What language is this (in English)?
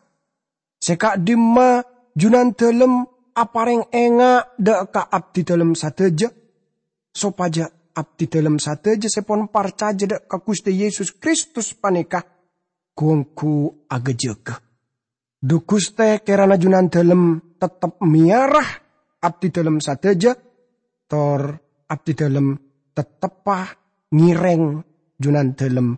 Madurese